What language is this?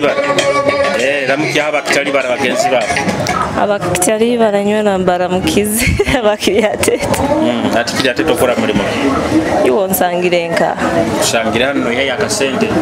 Nyoro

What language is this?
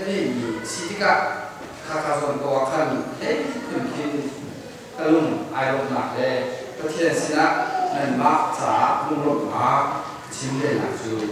Hakha Chin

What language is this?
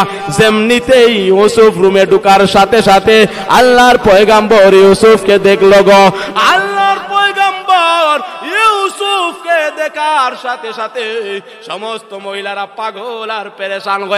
Sylheti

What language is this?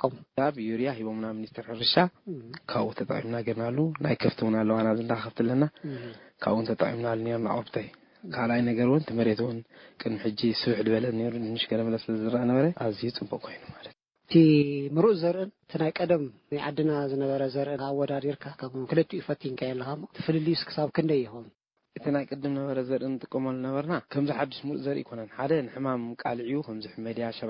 Tigrinya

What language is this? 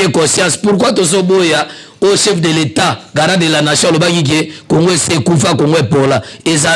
Lingala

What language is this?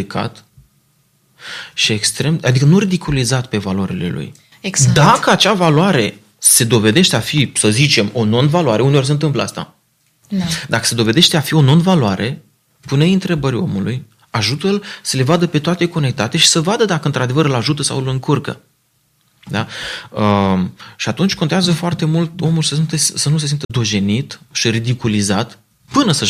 Romanian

